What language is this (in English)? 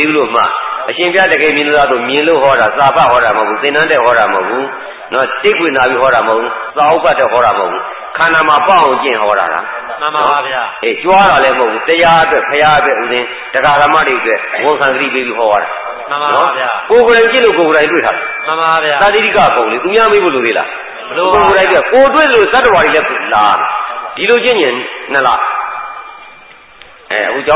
Burmese